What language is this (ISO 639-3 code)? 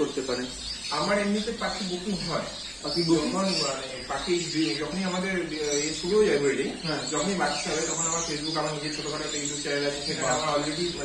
ben